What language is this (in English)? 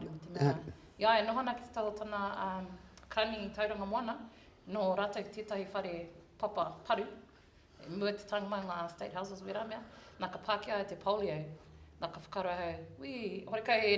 Māori